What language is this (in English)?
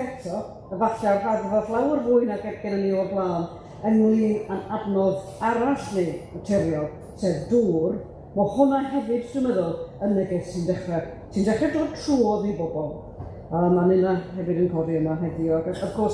Welsh